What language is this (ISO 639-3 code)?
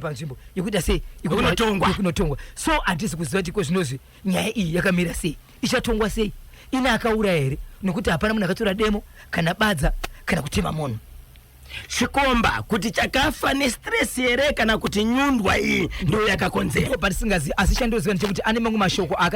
sna